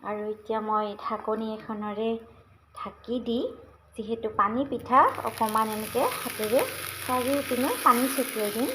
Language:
Assamese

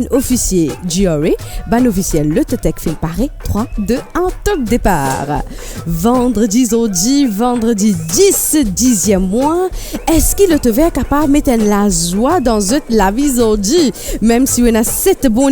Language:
Morisyen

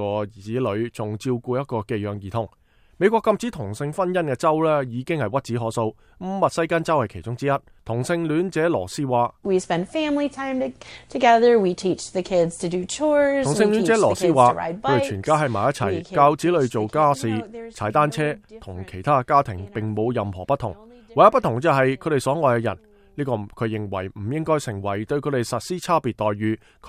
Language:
Cantonese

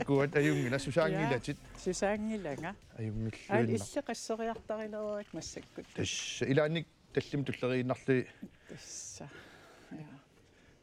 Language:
Kalaallisut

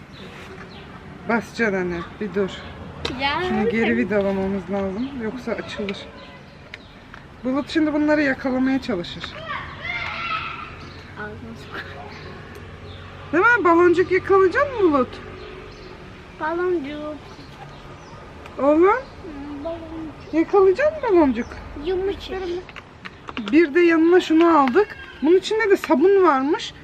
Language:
Turkish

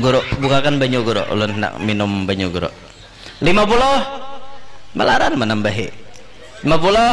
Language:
Banjar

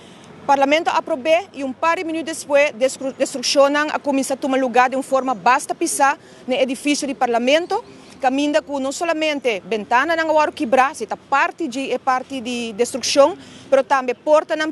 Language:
Papiamento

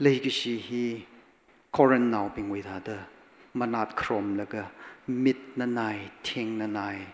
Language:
Tangkhul Naga (India)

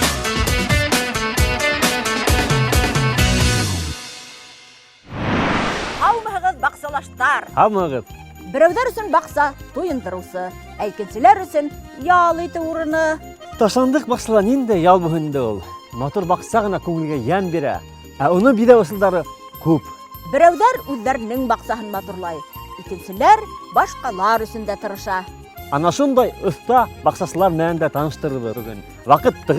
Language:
Bashkir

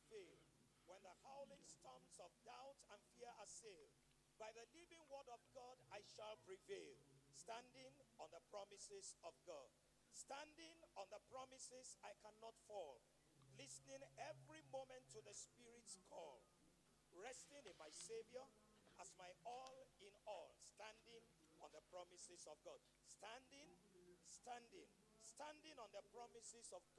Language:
Ewe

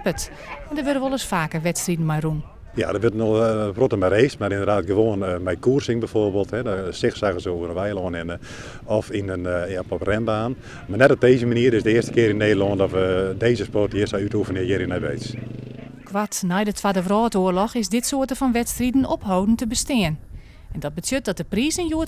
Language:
Western Frisian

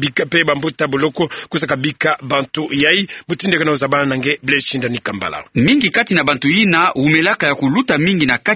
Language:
Kituba (Democratic Republic of Congo)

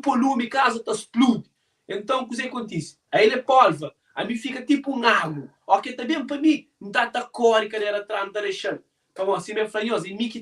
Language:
Kabuverdianu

